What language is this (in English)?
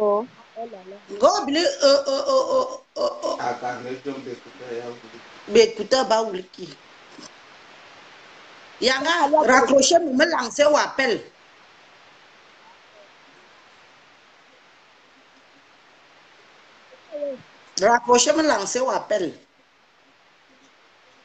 French